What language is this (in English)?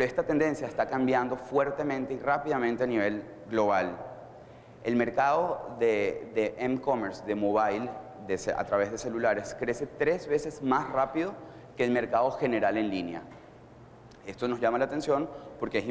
Spanish